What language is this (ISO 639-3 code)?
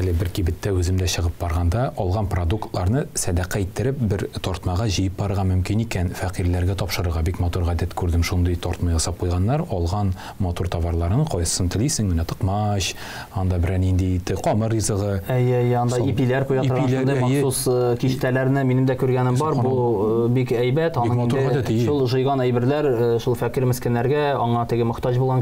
tat